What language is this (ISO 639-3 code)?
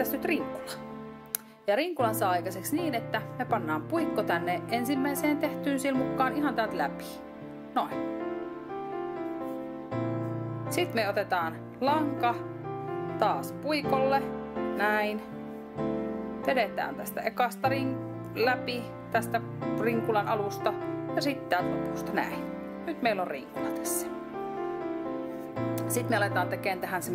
fin